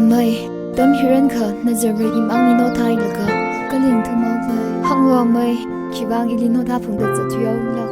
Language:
Tangkhul Naga (India)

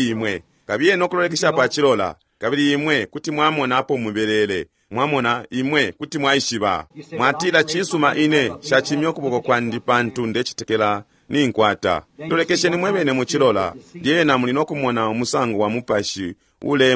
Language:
Bemba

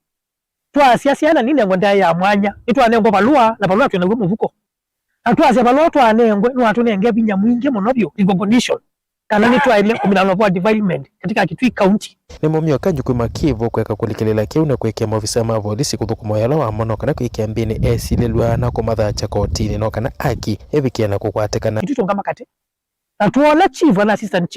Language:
Kamba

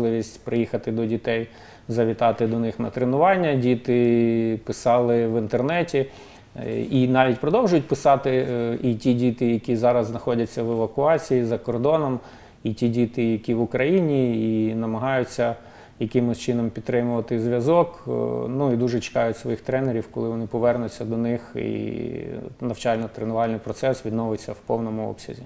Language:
Ukrainian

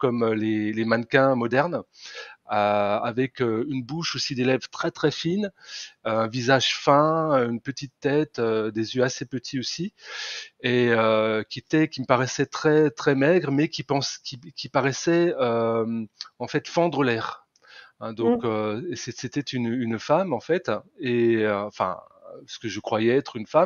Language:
French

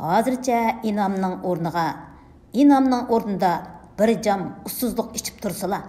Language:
Uyghur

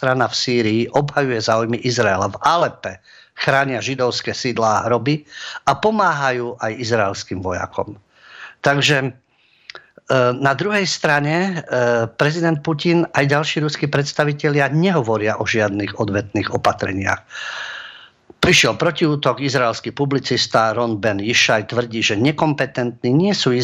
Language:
Slovak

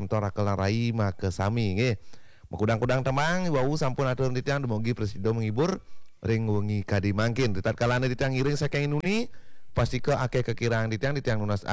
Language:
Balinese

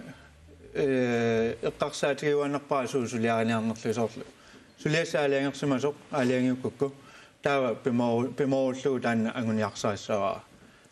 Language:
Kalaallisut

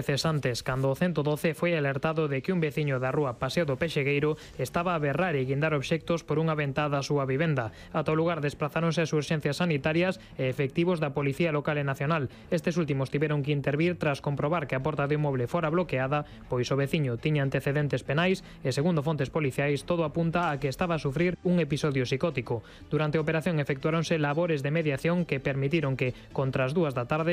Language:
Galician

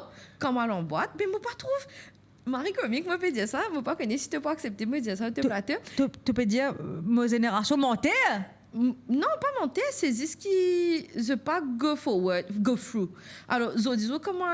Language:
Morisyen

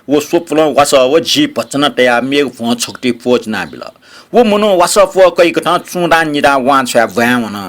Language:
Newari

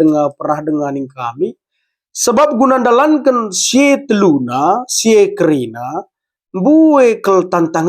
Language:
Batak Karo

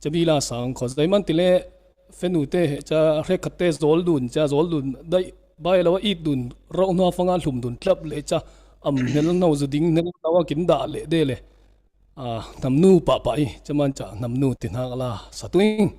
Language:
Falam Chin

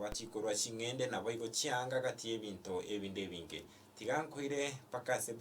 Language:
Gusii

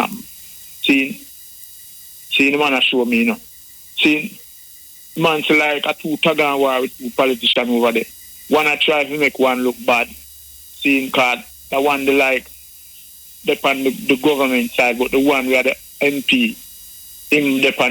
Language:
Jamaican Creole English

